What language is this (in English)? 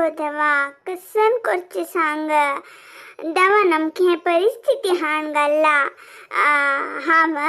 Konkani